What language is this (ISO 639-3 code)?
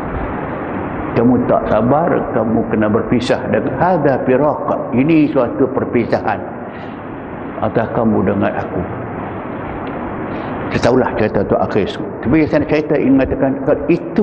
msa